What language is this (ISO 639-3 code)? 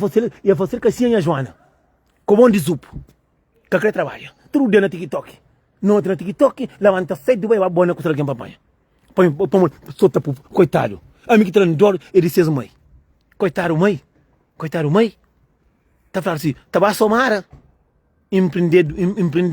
kea